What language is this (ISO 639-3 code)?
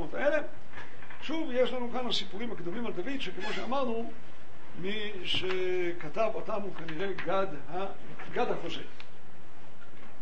heb